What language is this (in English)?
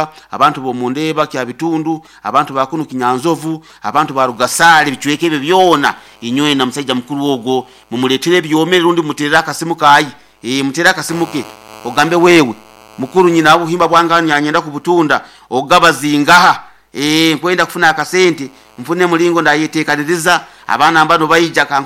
Nyoro